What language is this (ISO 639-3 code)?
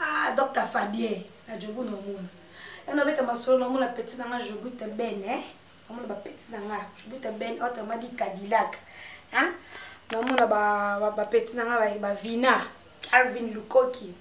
lin